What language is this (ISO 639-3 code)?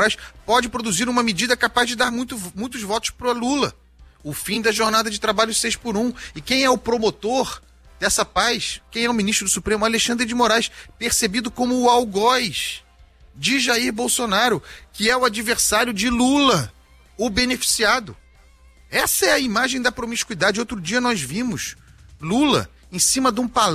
por